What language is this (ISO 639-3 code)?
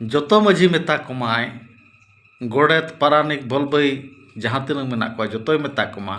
sat